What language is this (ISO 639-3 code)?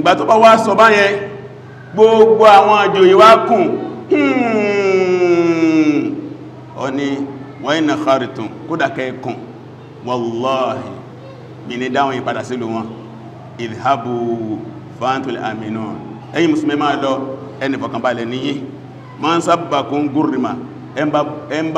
yor